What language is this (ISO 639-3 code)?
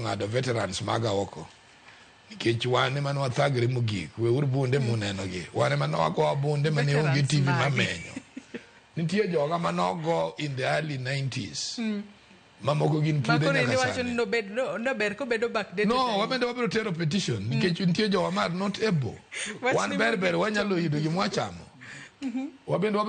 luo